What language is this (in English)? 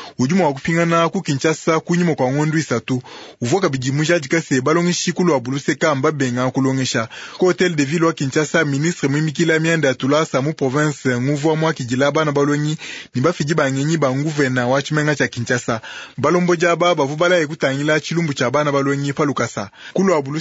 Luba-Lulua